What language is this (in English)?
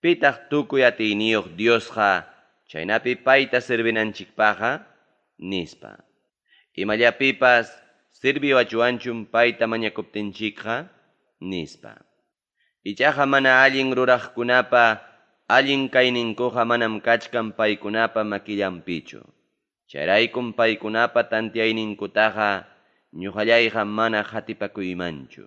Ayacucho Quechua